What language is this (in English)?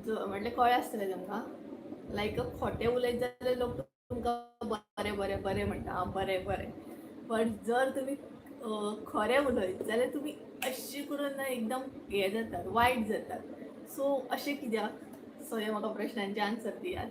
Konkani